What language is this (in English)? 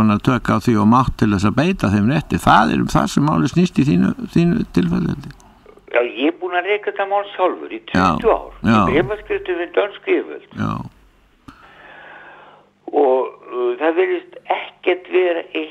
Icelandic